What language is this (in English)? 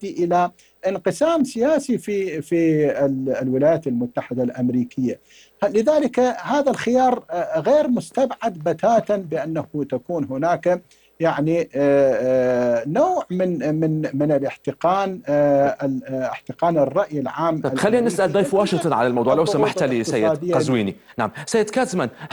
Arabic